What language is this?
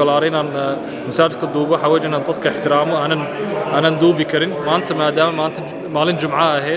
Somali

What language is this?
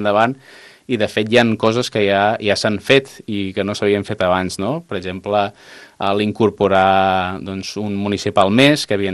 Catalan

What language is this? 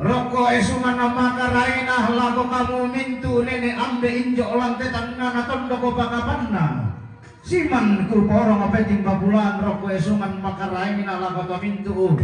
Toraja-Sa'dan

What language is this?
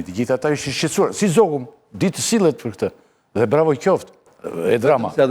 Albanian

